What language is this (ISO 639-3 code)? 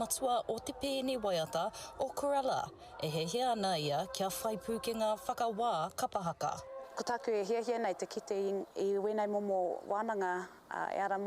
mri